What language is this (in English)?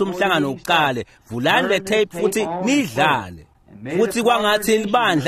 Swati